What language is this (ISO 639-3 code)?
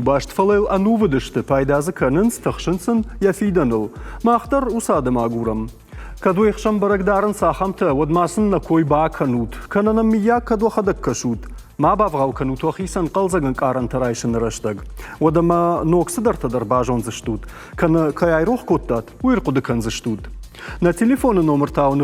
oss